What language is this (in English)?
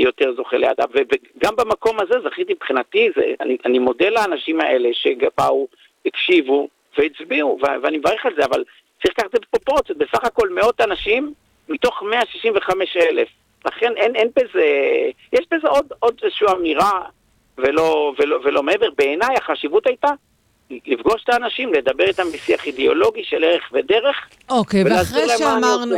Hebrew